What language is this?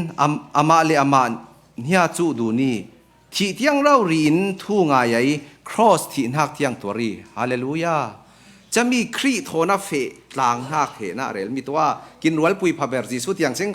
Falam Chin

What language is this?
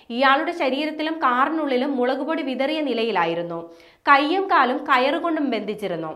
Malayalam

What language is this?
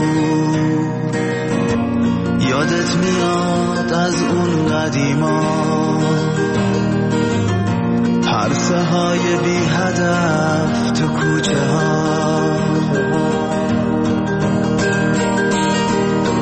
Persian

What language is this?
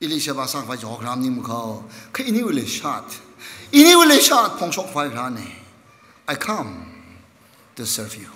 Tangkhul Naga (India)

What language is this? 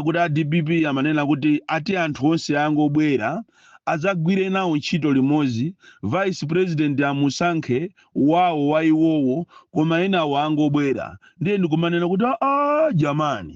Nyanja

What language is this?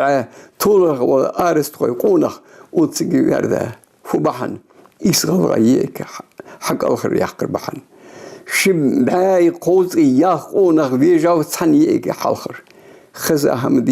Ingush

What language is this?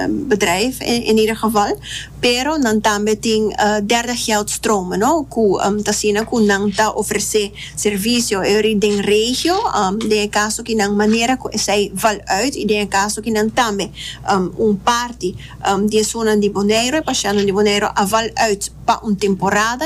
Papiamento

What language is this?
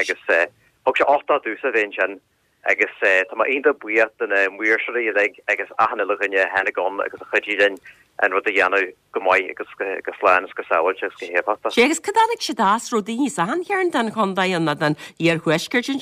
Irish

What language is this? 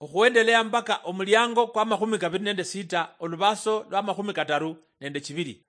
Luyia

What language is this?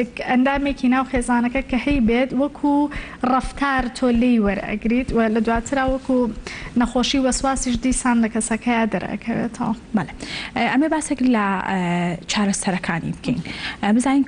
Central Kurdish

